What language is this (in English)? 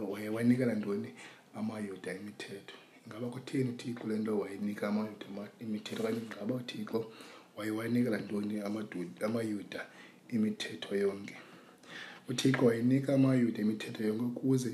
Xhosa